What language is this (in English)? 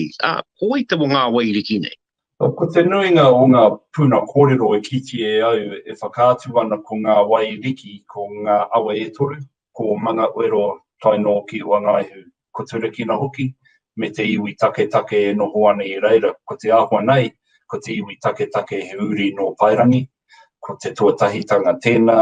Māori